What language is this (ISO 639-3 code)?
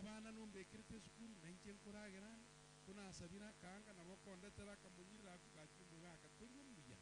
guz